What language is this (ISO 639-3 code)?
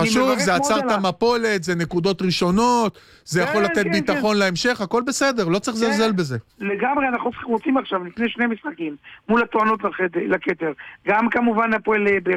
heb